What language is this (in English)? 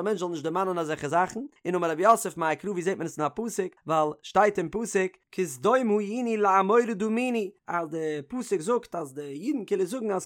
Yiddish